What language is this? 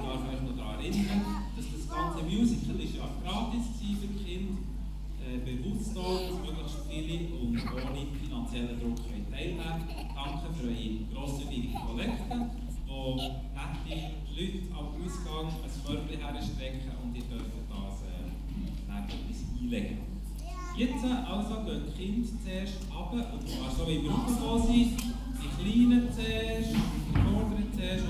Swiss German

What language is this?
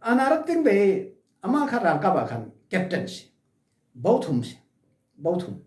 Falam Chin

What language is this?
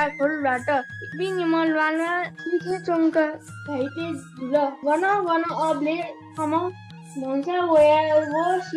Newari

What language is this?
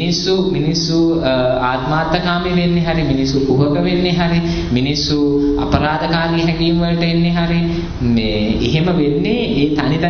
Sinhala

